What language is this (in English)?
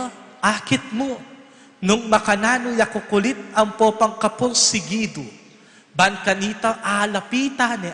Pampanga